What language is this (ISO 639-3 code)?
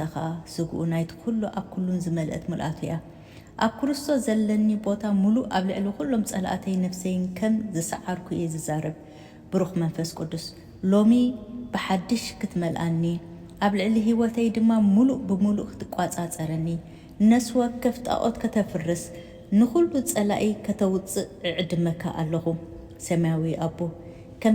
tir